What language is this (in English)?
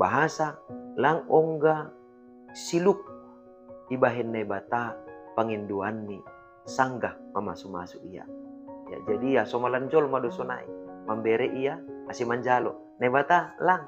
Batak Simalungun